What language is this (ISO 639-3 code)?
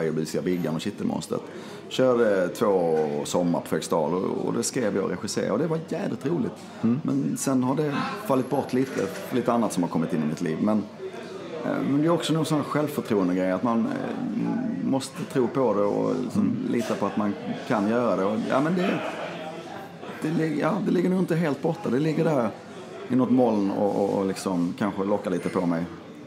swe